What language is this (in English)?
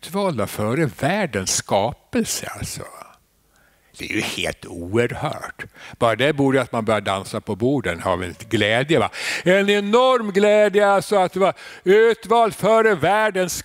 Swedish